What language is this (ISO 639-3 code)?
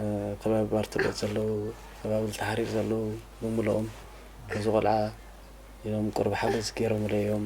tir